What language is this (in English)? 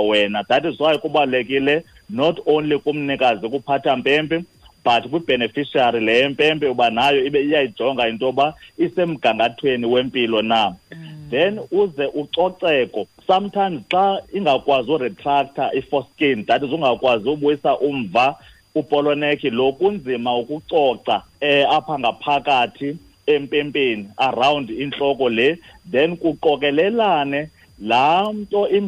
Xhosa